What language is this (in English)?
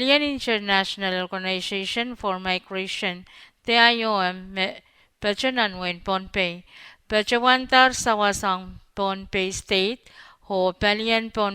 Pohnpeian